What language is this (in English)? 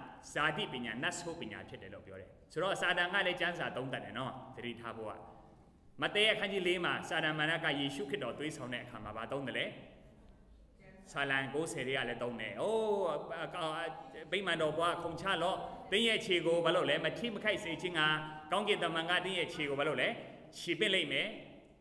Burmese